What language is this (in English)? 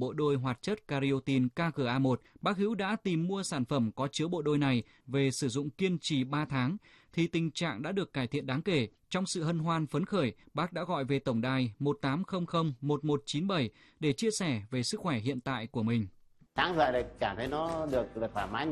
Vietnamese